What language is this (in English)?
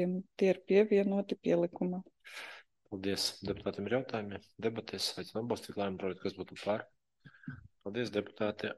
Latvian